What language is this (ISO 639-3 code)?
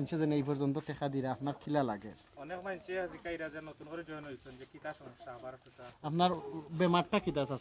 syl